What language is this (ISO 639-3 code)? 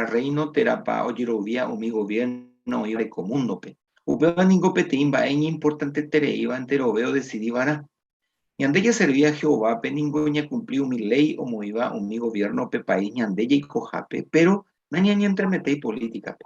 grn